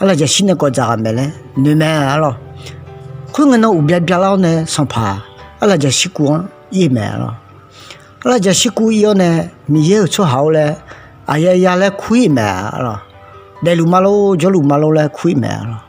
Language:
Akha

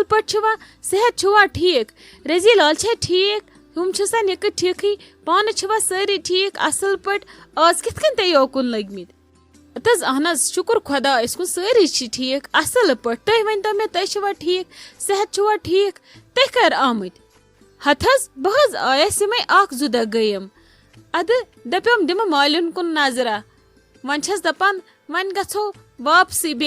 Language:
Kashmiri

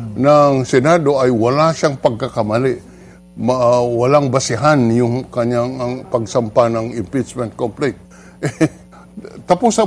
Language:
Filipino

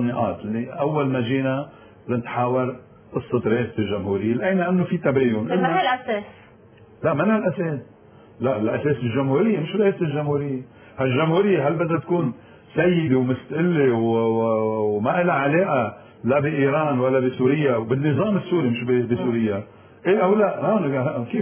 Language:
North Levantine Arabic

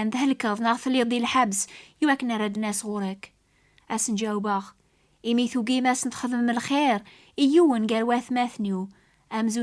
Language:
Kabyle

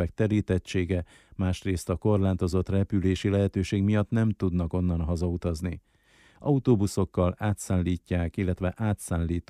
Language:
Hungarian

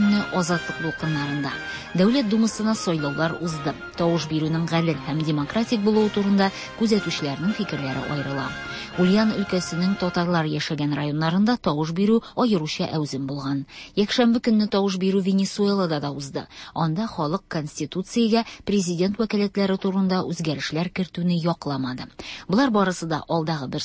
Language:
Tatar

